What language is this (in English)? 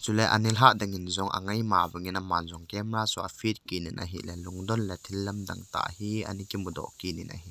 Thado Chin